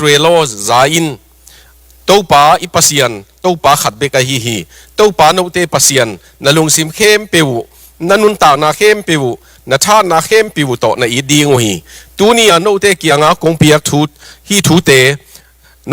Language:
Tedim Chin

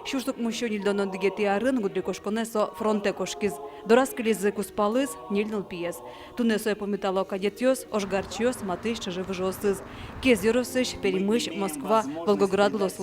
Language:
Udmurt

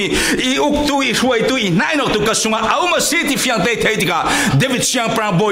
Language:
Falam Chin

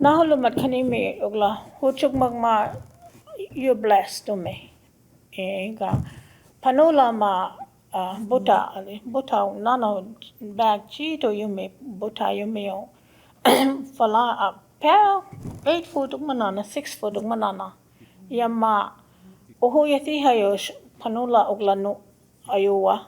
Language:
Choctaw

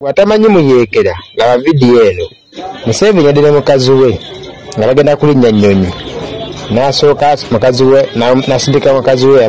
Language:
Ganda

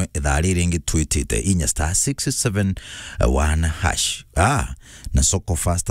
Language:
Meru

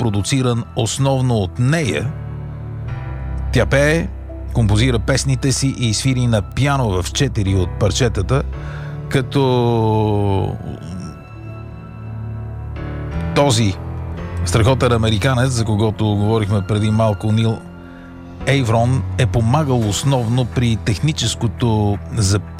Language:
Bulgarian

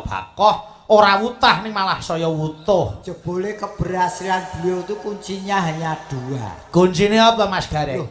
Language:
Javanese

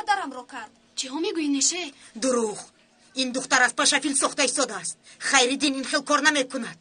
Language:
Tajik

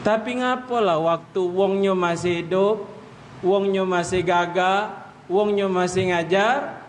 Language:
Musi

